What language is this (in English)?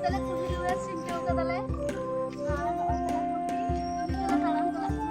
Santali